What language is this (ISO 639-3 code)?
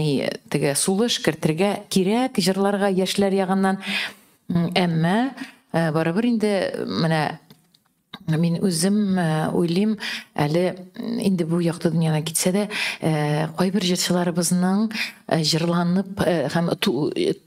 tat